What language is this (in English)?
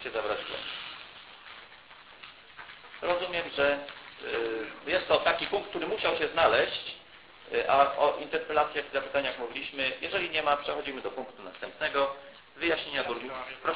Polish